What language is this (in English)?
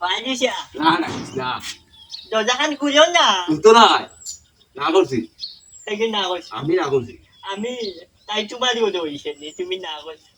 Sylheti